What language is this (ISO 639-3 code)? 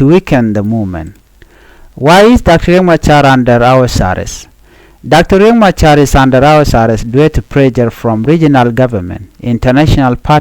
nus